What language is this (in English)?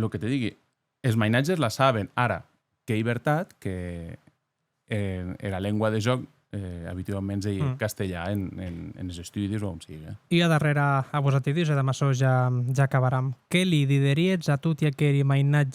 Occitan